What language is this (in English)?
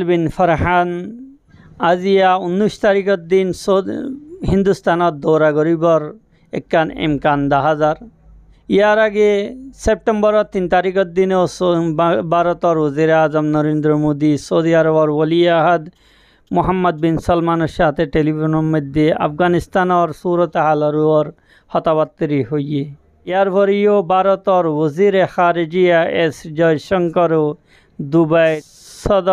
Rohingya